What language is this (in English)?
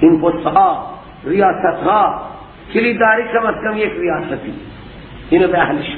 Persian